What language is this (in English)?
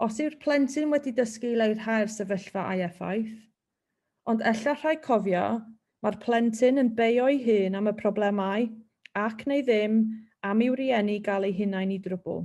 Welsh